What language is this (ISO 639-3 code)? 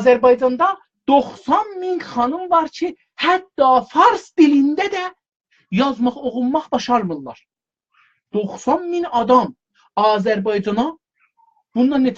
azb